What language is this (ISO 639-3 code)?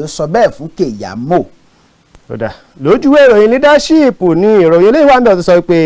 yor